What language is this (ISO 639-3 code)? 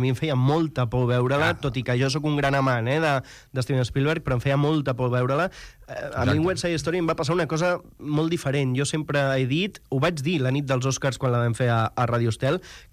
cat